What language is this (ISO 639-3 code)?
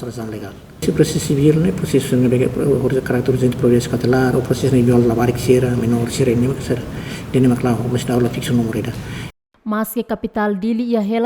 tet